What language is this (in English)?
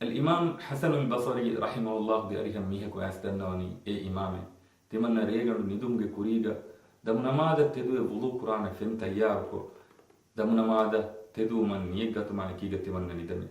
Divehi